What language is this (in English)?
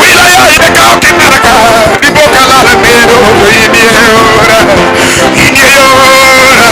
Luo (Kenya and Tanzania)